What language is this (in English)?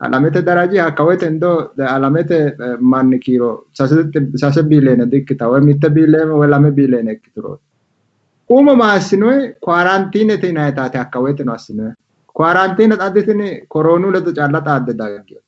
Sidamo